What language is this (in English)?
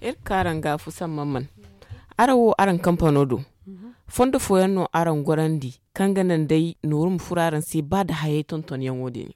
Zarma